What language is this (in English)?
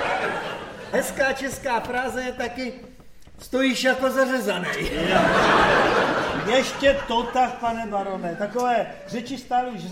Czech